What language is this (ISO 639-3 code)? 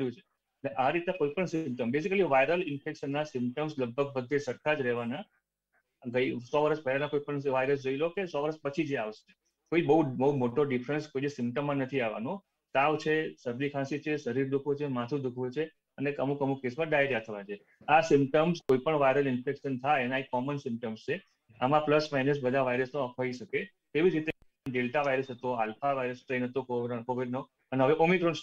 guj